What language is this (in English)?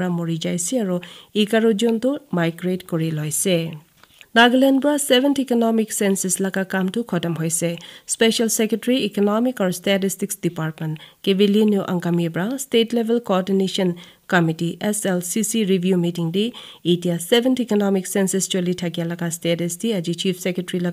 Naga Pidgin